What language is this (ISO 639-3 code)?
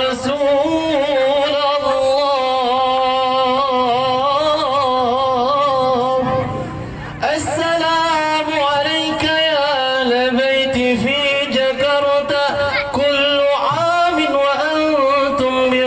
bew